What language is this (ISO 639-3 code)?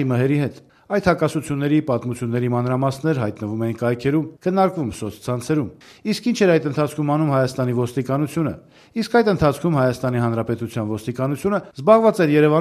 hye